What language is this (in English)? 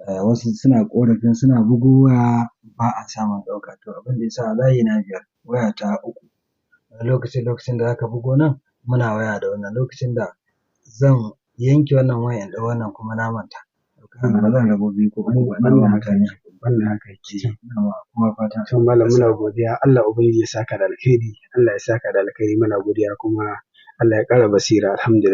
Hausa